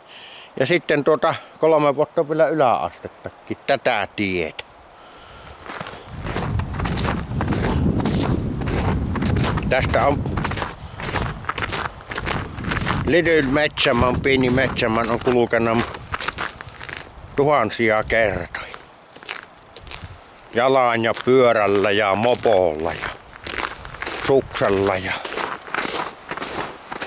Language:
Finnish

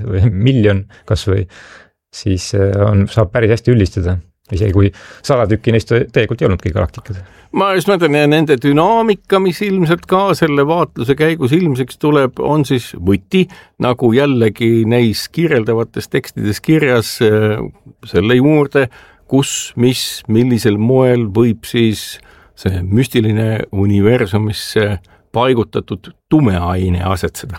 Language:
Estonian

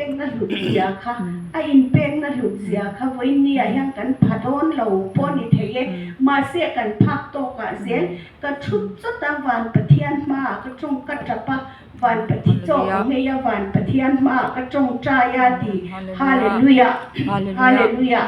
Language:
Mizo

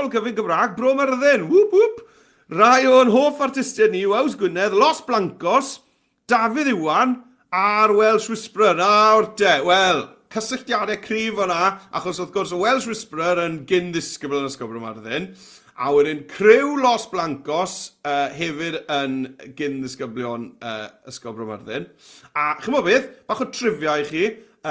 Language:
Welsh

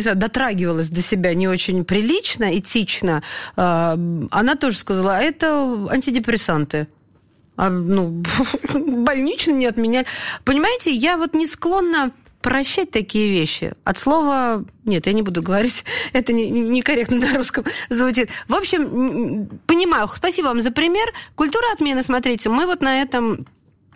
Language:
Russian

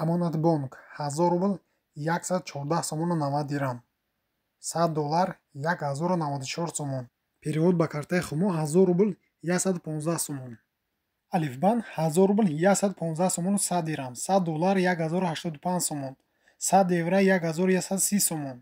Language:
Tajik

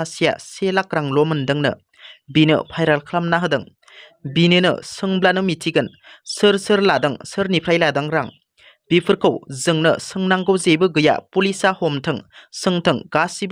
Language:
Bodo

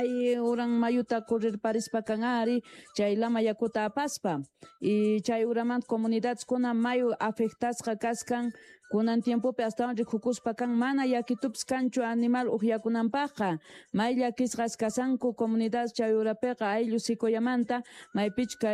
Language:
Quechua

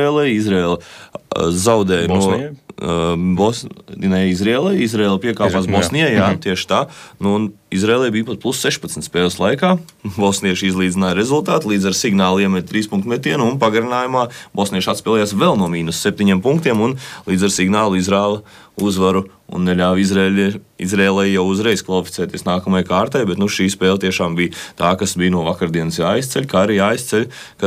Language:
Latvian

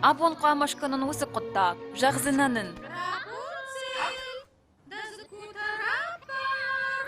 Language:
Ossetic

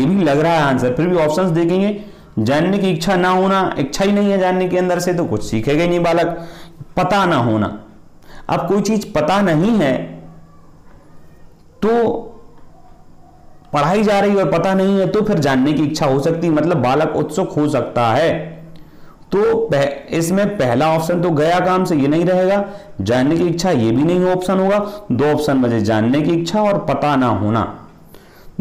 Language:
Hindi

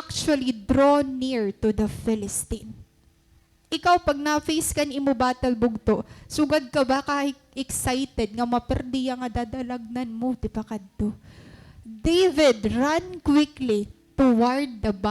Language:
Waray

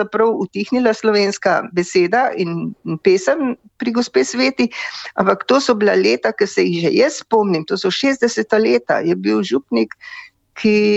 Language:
Slovenian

